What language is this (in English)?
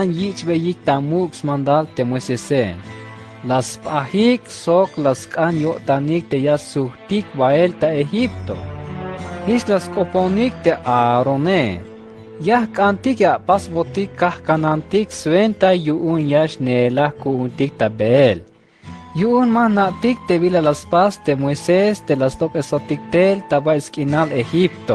Tzeltal